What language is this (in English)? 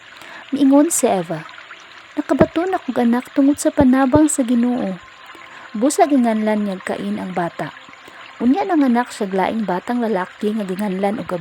Cebuano